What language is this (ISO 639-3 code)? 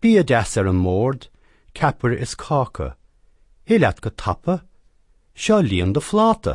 gle